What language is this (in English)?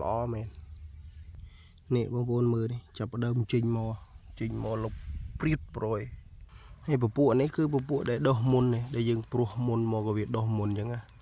Khmer